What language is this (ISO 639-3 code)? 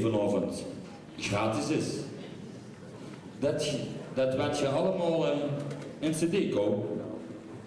nld